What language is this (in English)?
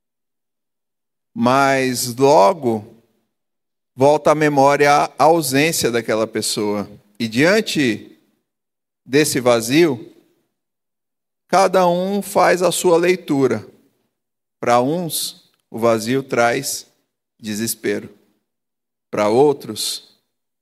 Portuguese